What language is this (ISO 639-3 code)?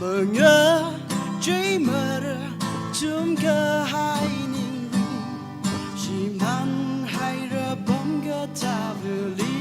nmf